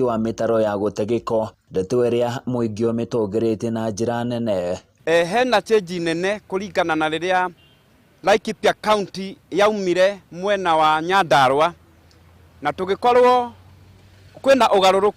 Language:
Kikuyu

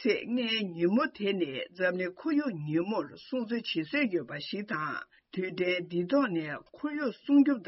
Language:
Tibetan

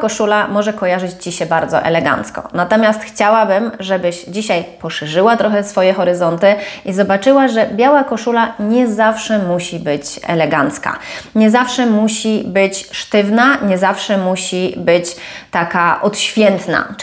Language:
Polish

